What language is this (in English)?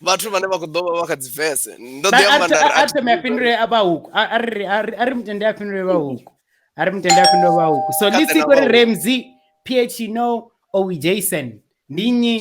Venda